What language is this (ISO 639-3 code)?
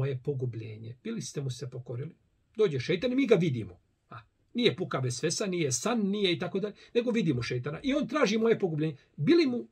bos